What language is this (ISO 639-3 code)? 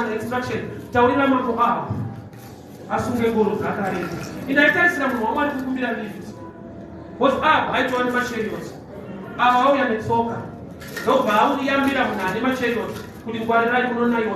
sna